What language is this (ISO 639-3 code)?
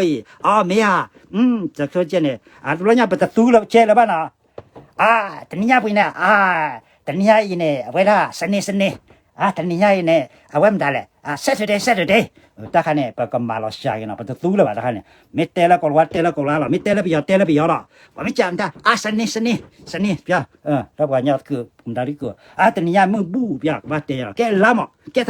ksw